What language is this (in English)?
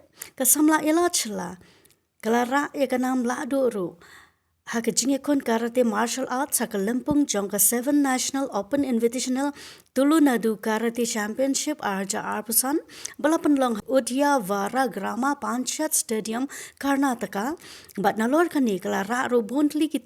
Khasi